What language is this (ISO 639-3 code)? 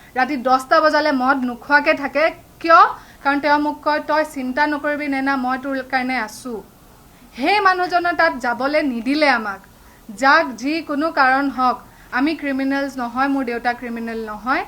asm